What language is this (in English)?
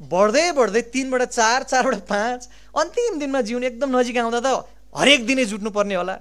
Nepali